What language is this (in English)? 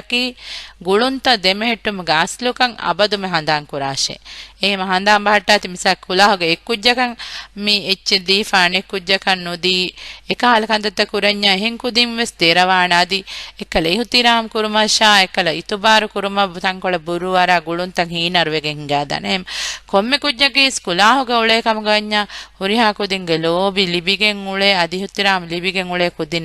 Divehi